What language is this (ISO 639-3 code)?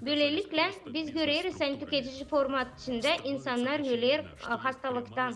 gag